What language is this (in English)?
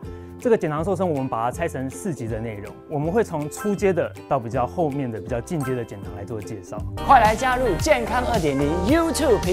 Chinese